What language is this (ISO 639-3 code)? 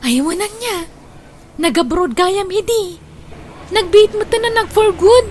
ilo